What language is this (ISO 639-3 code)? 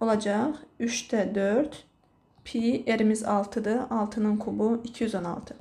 aze